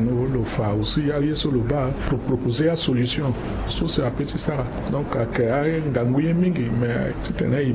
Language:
Sango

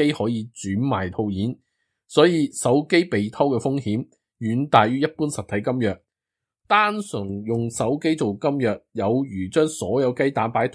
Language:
Cantonese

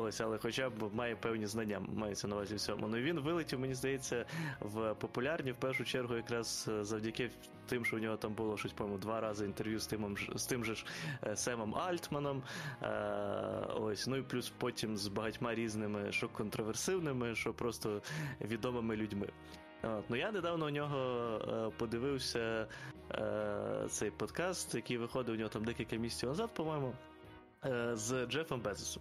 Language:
Ukrainian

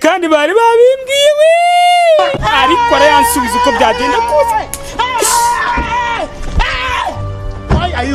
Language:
Kinyarwanda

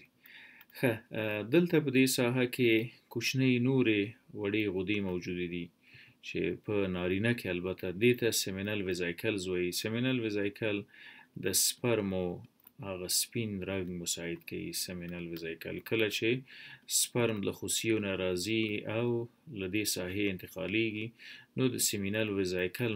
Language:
Pashto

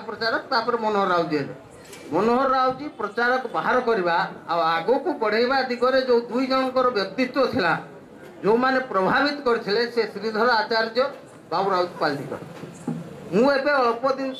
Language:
Odia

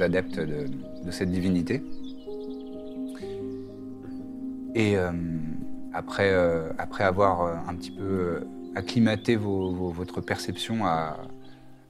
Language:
French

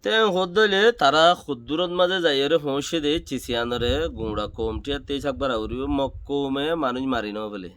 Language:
Rohingya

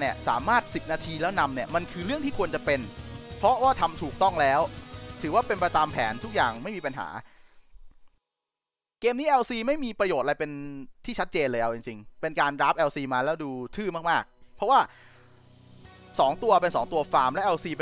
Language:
Thai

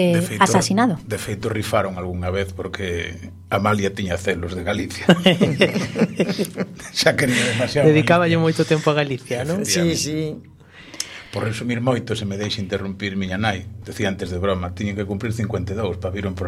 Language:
Galician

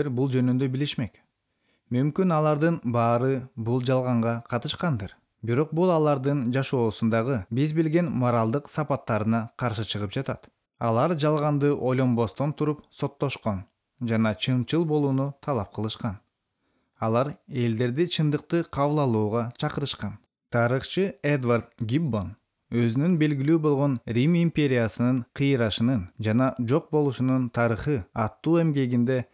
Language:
Kyrgyz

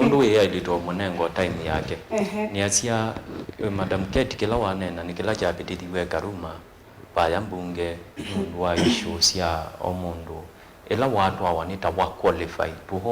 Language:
Kamba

